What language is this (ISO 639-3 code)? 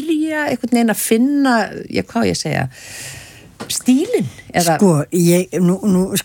isl